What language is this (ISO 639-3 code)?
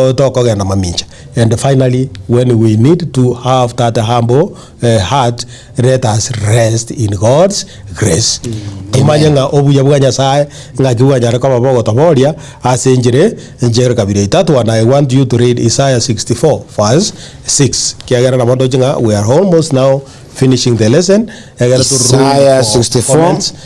guz